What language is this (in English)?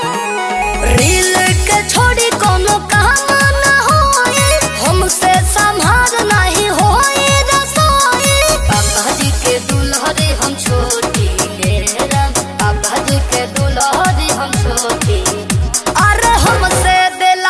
Bhojpuri